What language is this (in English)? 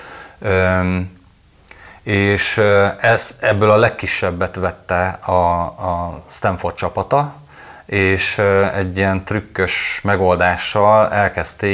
Hungarian